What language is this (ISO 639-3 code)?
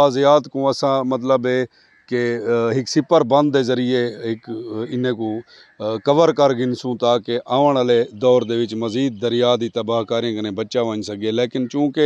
skr